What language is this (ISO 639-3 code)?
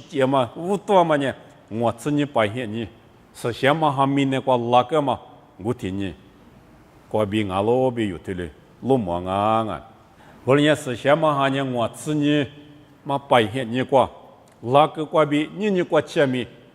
lis